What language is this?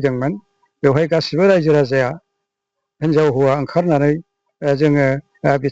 Bodo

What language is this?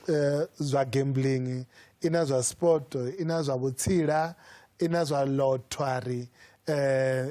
Venda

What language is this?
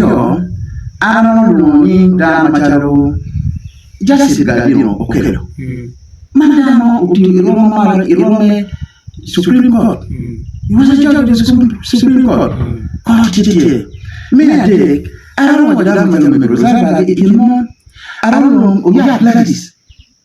Acoli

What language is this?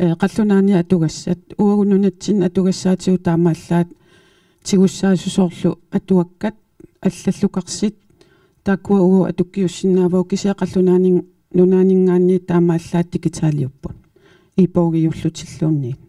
Kalaallisut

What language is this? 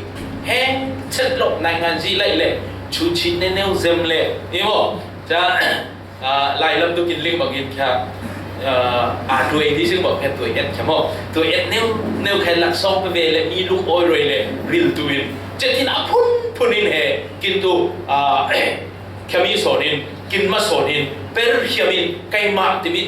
Falam Chin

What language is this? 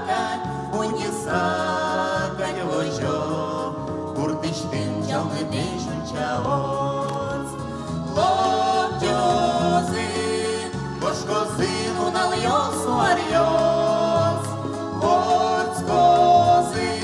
Udmurt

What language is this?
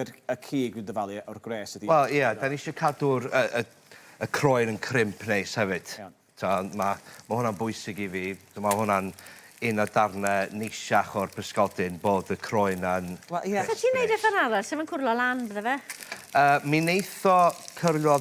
Welsh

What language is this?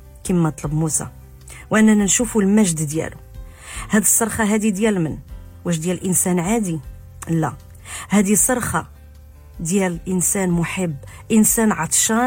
Moroccan Arabic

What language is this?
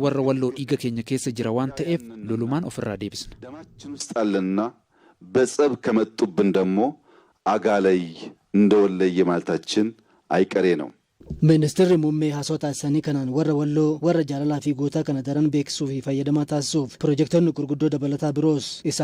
Oromo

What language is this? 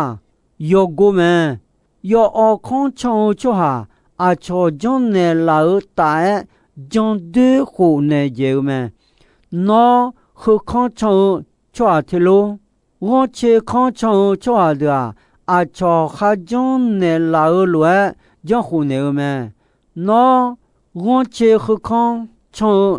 Akha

